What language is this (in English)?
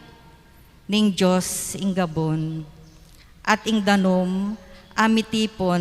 Pampanga